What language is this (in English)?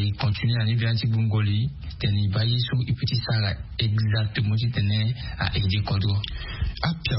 Sango